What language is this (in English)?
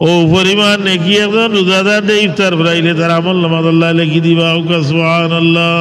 Sylheti